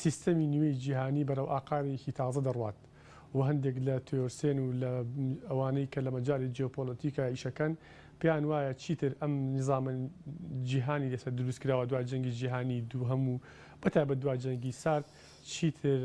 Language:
Central Kurdish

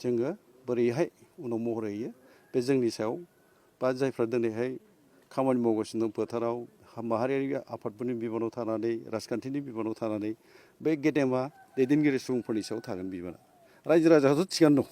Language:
Bodo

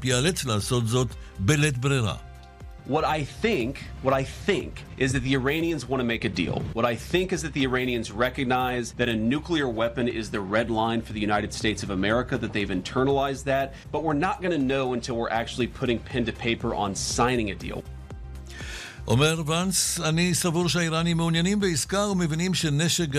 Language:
Hebrew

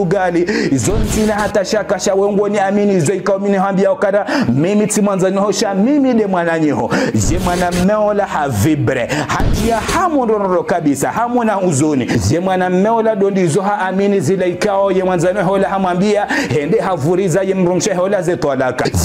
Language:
Ngazidja Comorian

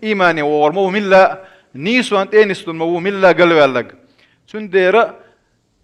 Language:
Chechen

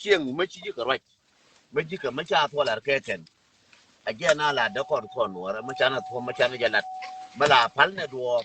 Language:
Nuer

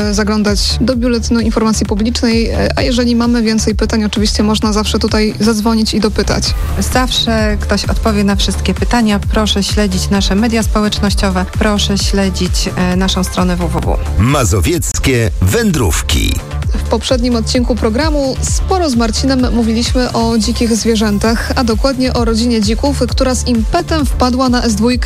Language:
Polish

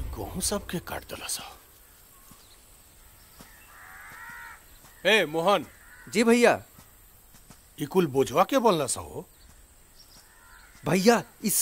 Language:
Bhojpuri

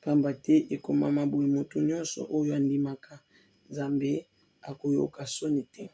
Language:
Lingala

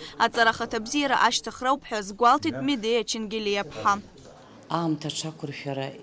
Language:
Abkhazian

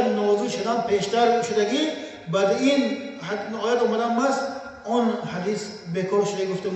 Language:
Tajik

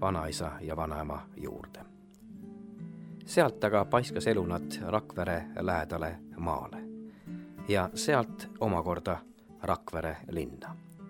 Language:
Estonian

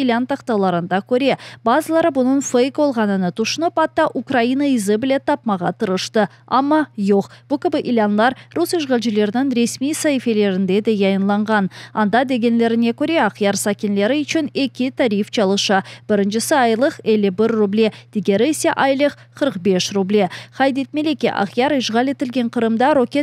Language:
Crimean Tatar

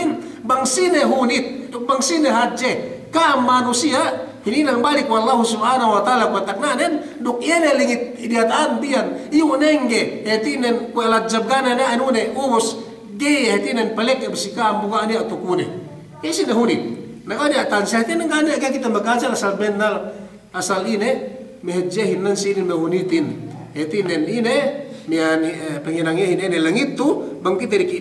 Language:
Yakan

